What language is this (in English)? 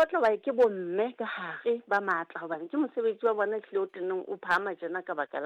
Southern Sotho